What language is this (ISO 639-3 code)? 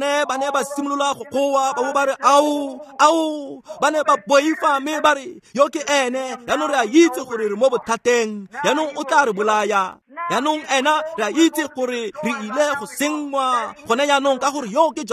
tsn